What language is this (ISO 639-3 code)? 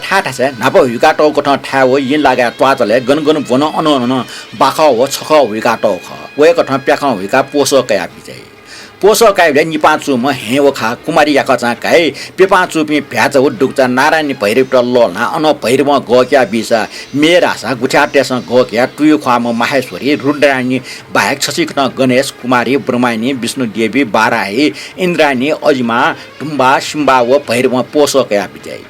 new